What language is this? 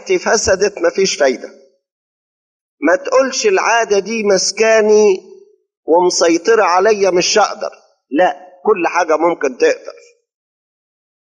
Egyptian Arabic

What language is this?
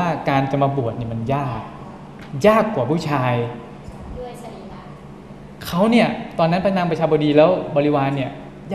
Thai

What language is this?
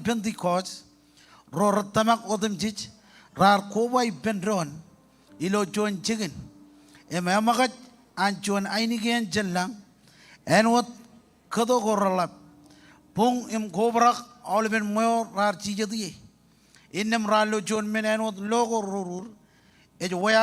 Marshallese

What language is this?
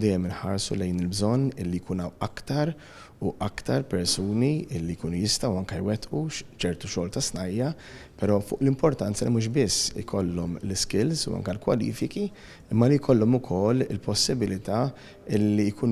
Maltese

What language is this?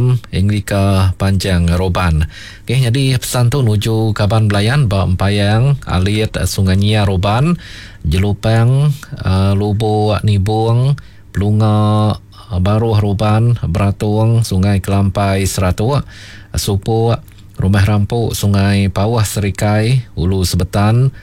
Iban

